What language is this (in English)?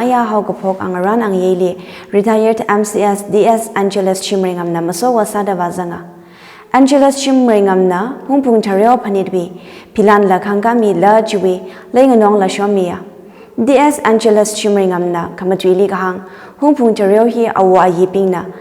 Tangkhul Naga (India)